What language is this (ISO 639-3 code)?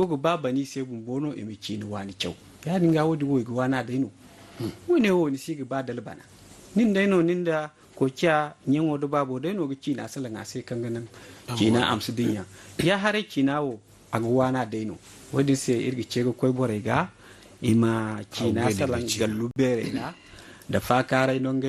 dje